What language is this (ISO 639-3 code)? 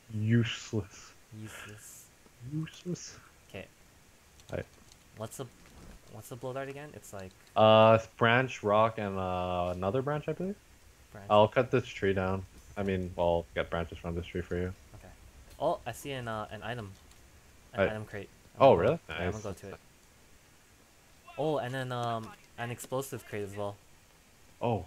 eng